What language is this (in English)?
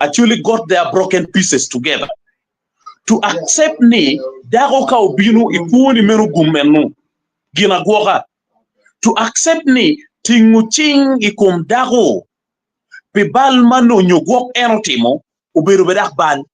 Acoli